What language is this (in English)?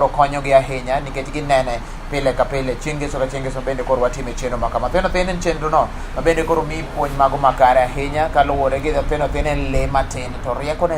Luo (Kenya and Tanzania)